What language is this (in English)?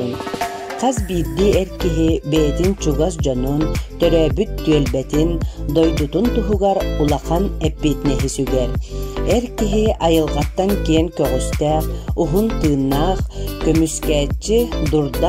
Yakut